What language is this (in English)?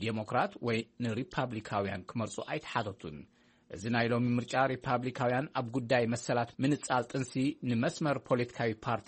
Tigrinya